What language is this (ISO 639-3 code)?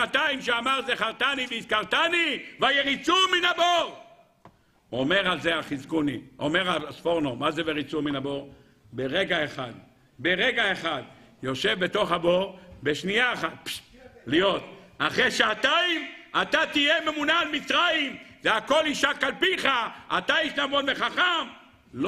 heb